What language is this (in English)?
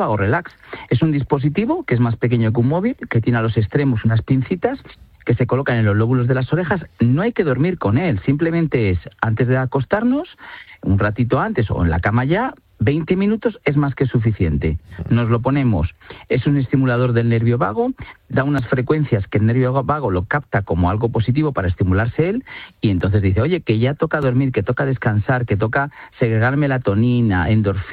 Spanish